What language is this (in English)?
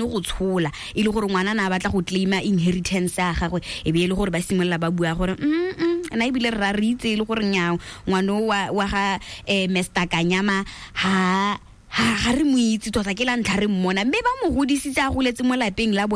Tswana